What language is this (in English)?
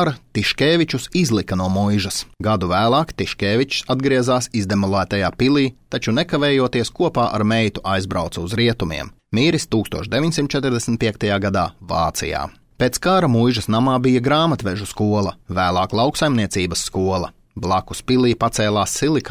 Latvian